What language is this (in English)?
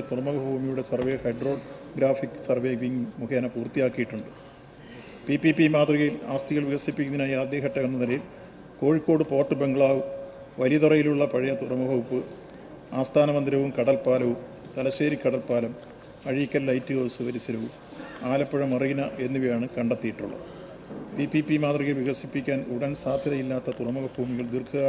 Malayalam